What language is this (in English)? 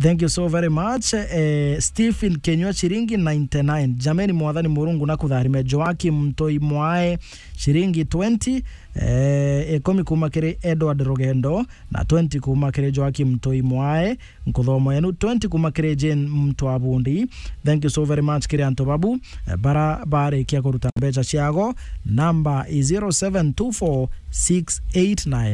Meru